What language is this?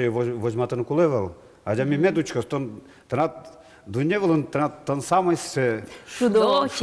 Udmurt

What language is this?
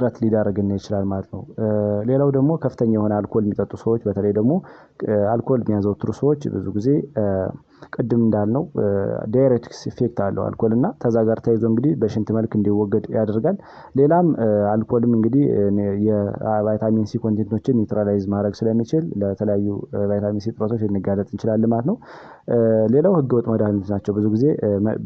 Amharic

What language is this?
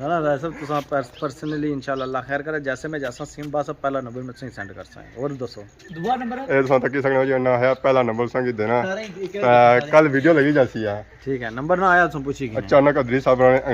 Pahari-Potwari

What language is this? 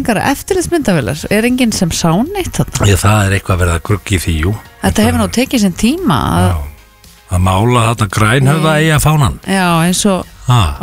Icelandic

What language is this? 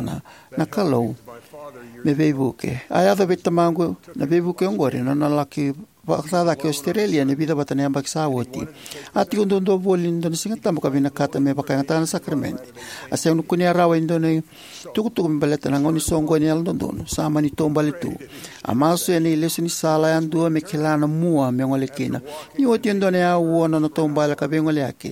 Fijian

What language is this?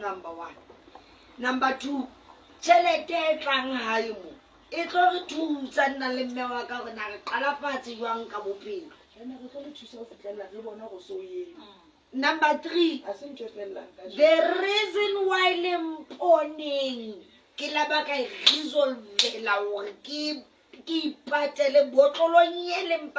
Southern Sotho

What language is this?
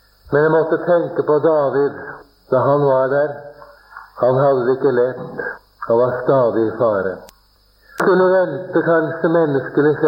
Norwegian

